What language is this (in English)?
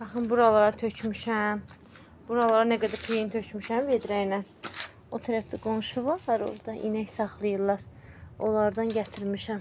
Azerbaijani